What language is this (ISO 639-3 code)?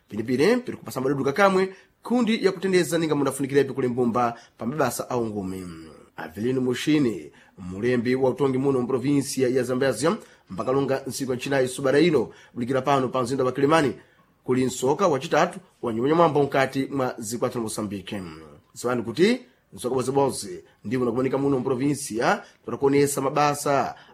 seh